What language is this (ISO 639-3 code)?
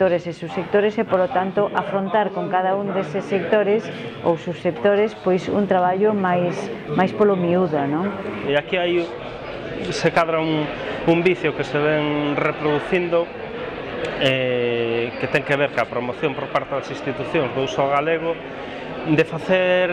glg